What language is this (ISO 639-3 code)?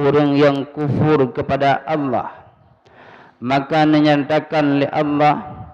ace